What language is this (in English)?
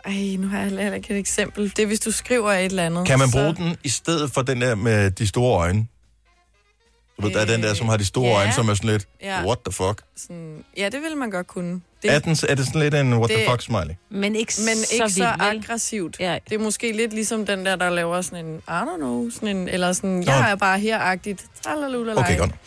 Danish